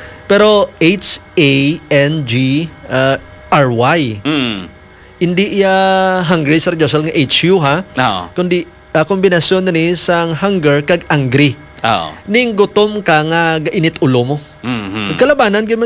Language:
Hiligaynon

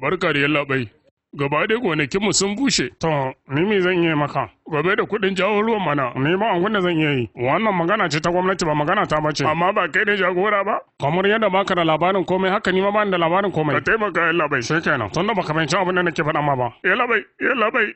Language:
Hausa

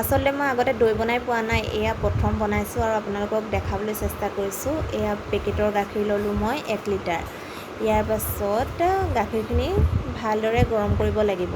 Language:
Assamese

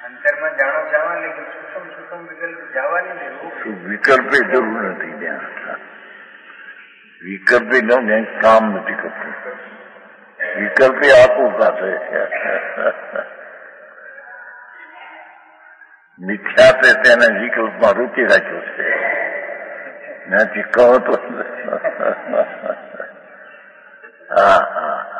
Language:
Gujarati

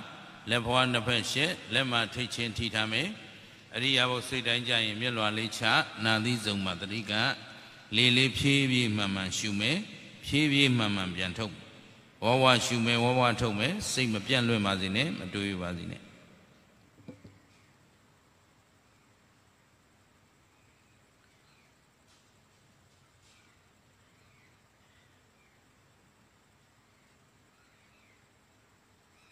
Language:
Burmese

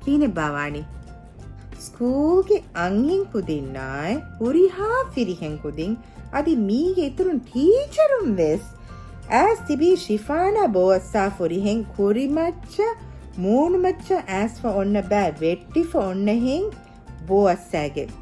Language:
Divehi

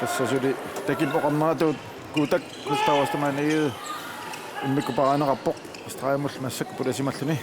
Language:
Kalaallisut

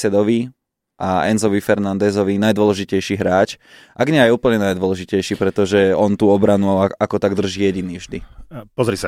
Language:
Slovak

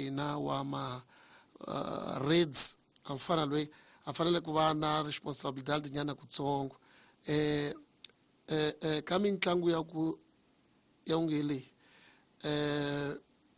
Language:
Tsonga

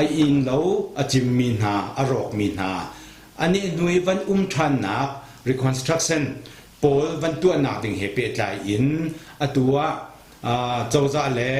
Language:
Hakha Chin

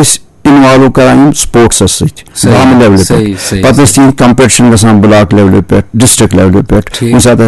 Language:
Kashmiri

